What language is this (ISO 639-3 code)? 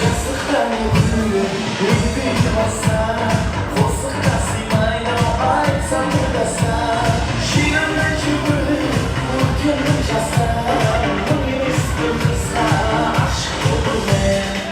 kaa